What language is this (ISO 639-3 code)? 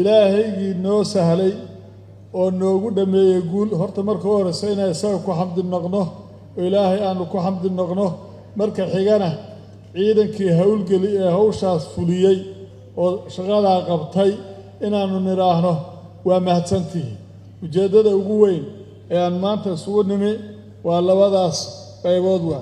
som